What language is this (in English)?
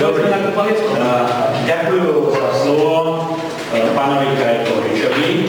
Rusyn